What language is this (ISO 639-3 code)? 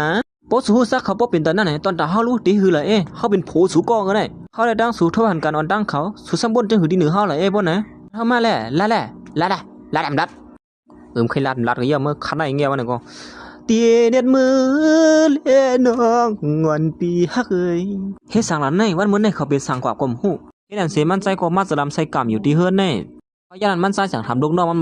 shn